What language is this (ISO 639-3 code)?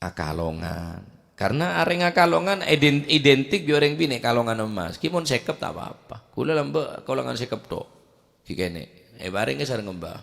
mad